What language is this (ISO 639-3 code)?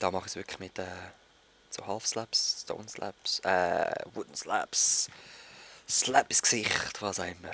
gsw